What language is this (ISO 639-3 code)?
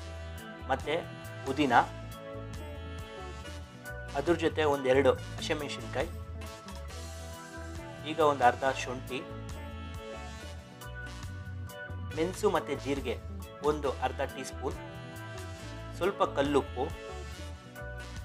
kan